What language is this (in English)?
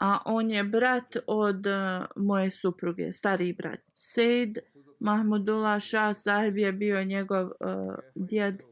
Bosnian